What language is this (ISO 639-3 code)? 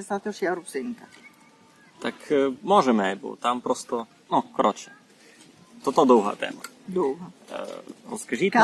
rue